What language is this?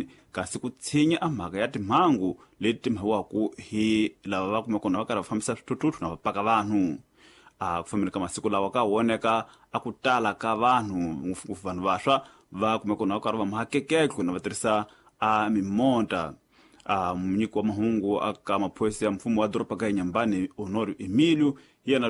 Tsonga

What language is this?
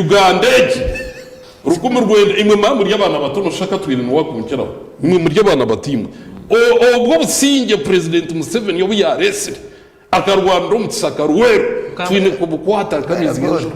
Nyankole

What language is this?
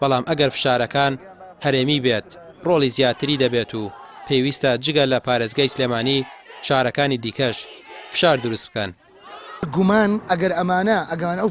Central Kurdish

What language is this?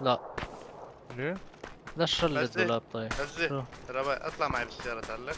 North Levantine Arabic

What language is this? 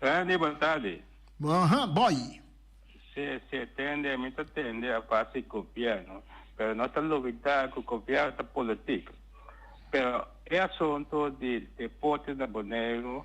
Papiamento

